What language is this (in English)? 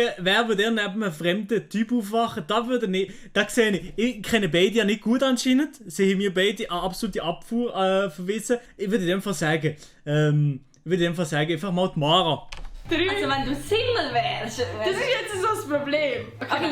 Swiss German